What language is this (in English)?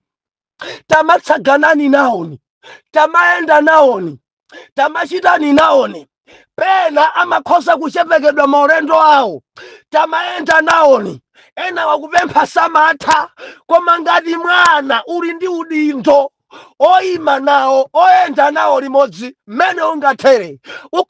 Nyanja